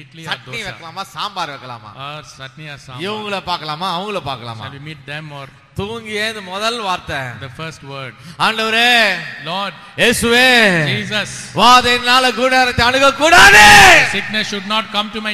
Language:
Tamil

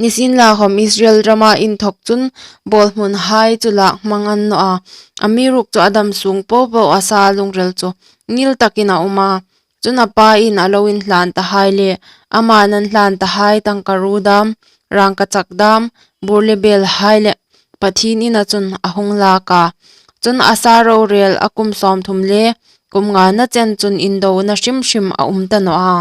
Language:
Hmar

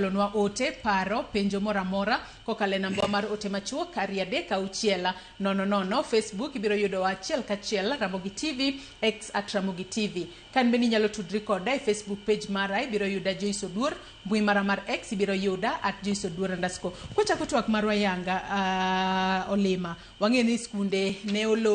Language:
Luo (Kenya and Tanzania)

